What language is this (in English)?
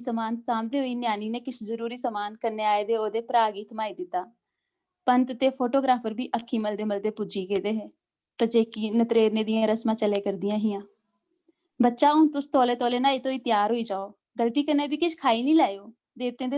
Dogri